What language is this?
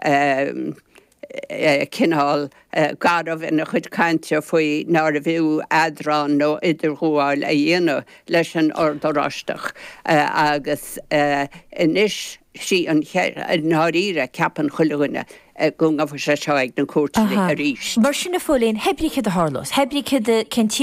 Irish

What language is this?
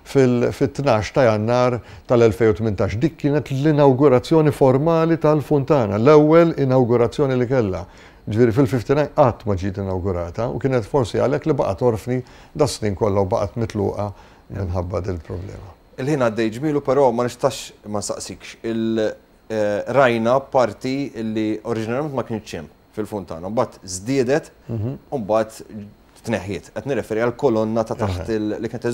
Maltese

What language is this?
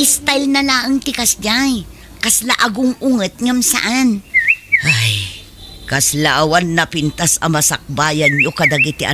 Iloko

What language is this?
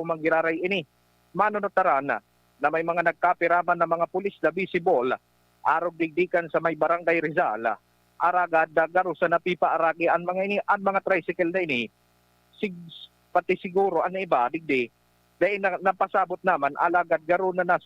Bikol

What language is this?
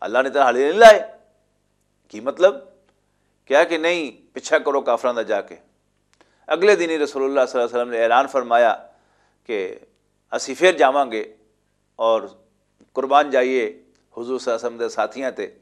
Western Panjabi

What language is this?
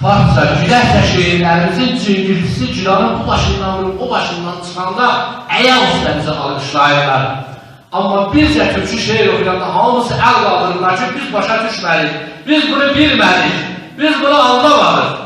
South Azerbaijani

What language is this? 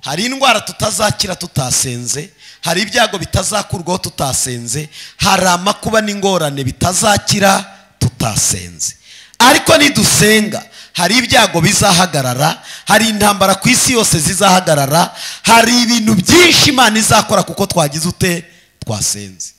Kinyarwanda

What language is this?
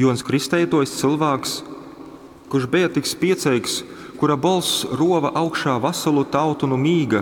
Latgalian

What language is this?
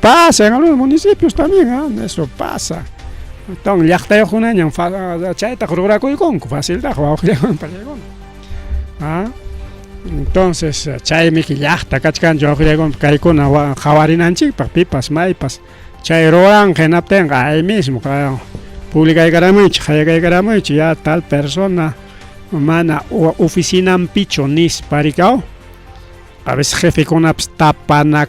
Ayacucho Quechua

